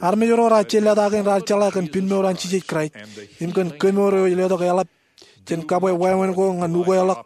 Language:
Marshallese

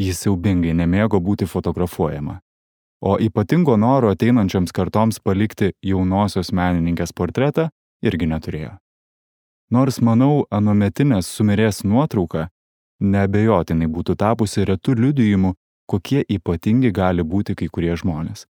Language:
Lithuanian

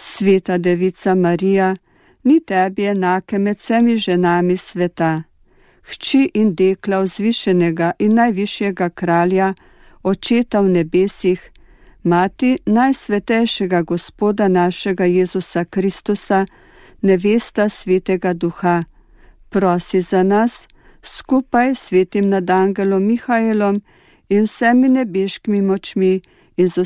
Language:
Slovenian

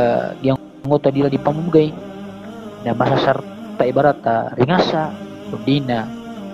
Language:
Maranao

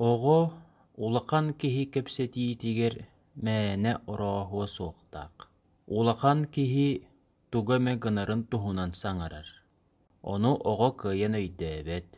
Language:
Yakut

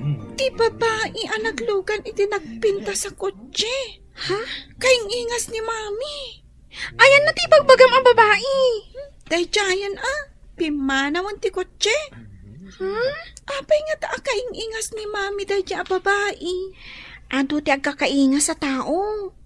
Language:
Iloko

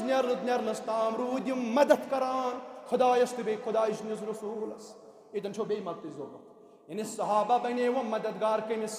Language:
Kashmiri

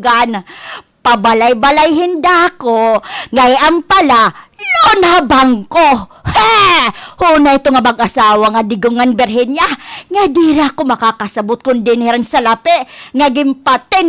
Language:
Waray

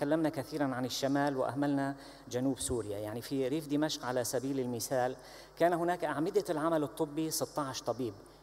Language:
Arabic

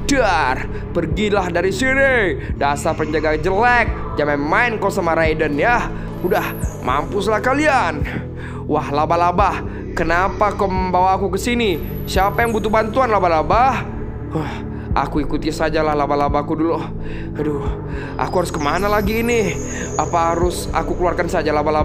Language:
Indonesian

